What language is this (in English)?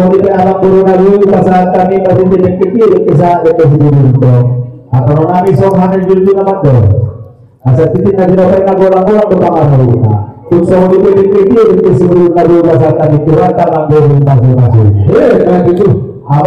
Batak Toba